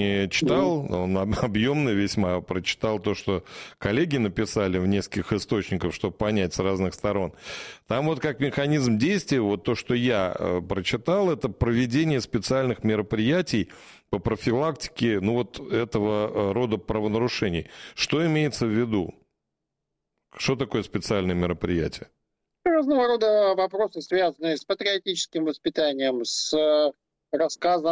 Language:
Russian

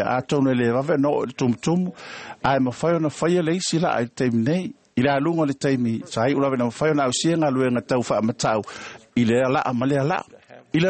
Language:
Samoan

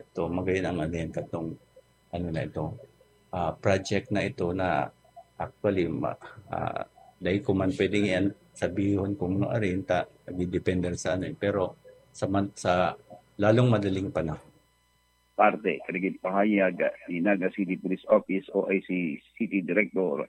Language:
Bikol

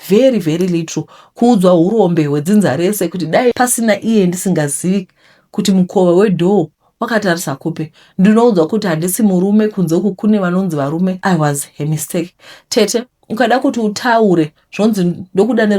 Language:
Shona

